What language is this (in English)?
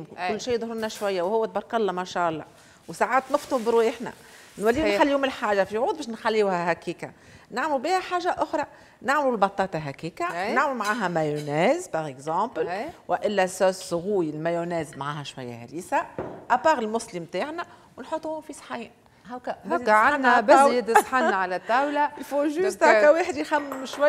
Tunisian Arabic